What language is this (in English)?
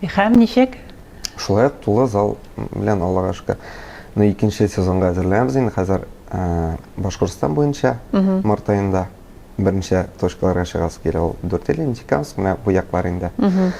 Tatar